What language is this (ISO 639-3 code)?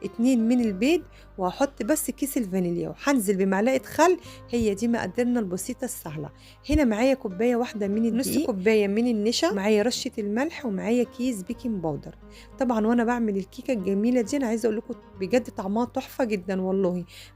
arz